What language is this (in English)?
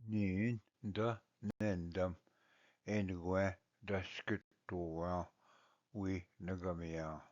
Ojibwa